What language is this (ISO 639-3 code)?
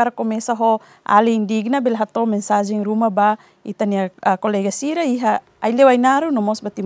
tet